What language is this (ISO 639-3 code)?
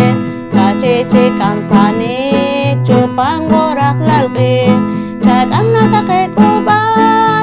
poh